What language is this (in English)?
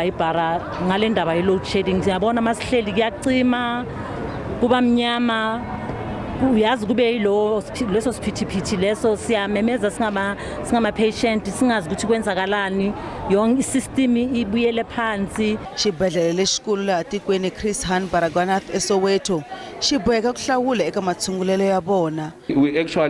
Tsonga